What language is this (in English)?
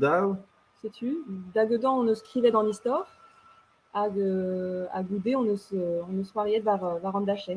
Breton